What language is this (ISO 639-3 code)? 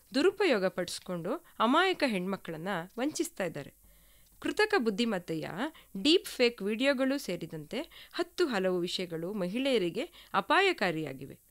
kan